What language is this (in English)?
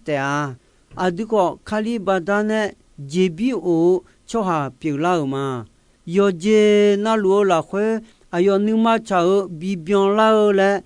Akha